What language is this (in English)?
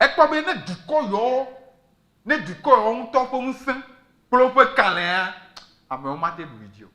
Ewe